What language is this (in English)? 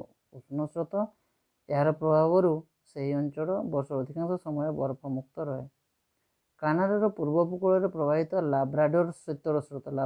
Odia